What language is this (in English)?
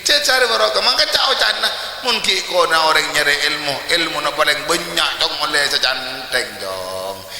Madurese